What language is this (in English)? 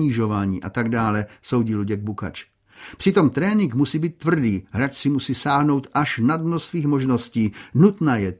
Czech